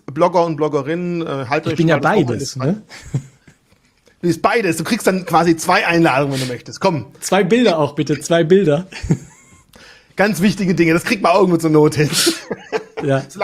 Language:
German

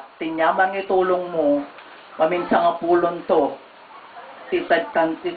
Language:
Iloko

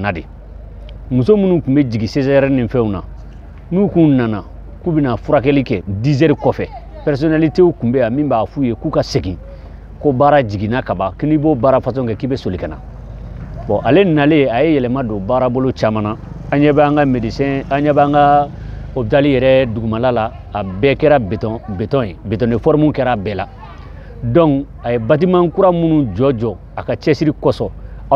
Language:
Bambara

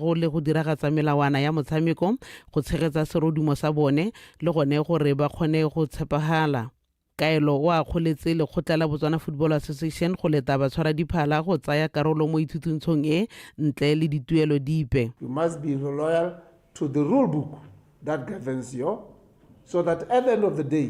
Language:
Tswana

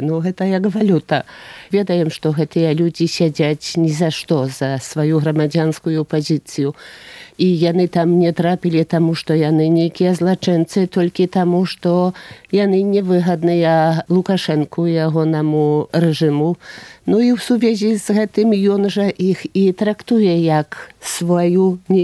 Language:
Belarusian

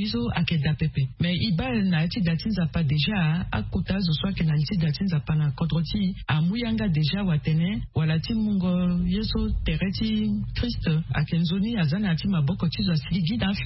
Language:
Sango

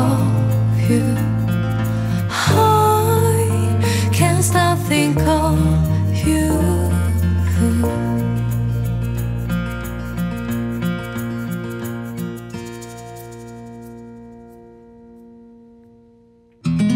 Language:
Korean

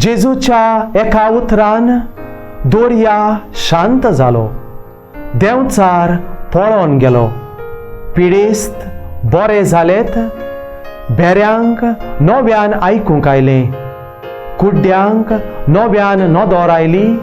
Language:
Konkani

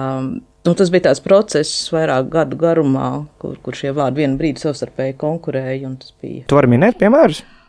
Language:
Latvian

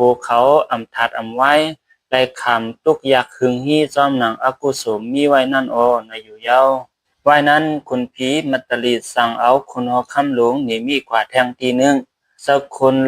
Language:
Shan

